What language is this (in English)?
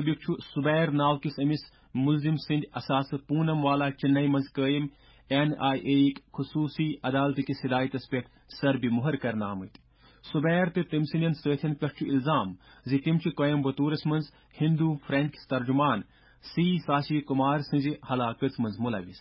Kashmiri